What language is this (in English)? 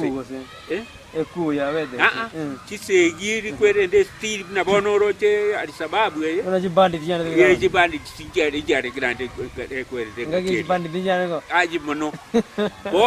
Gusii